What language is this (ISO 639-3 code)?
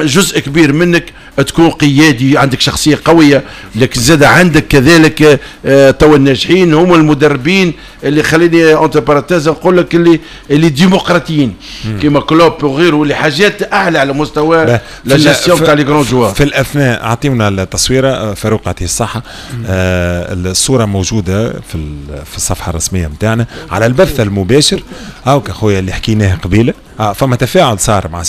aeb